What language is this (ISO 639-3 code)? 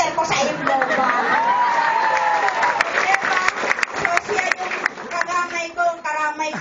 fil